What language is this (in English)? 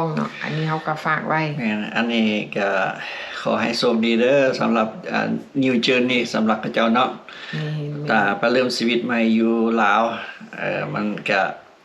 Lao